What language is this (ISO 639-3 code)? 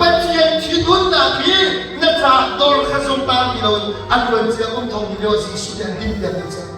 cnh